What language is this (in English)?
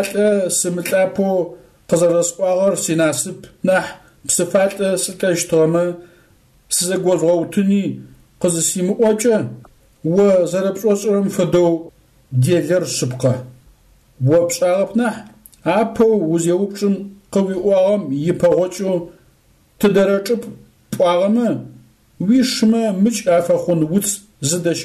Adyghe